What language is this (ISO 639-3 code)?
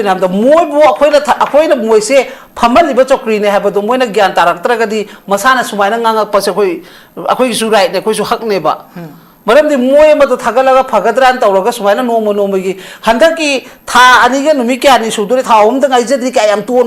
mni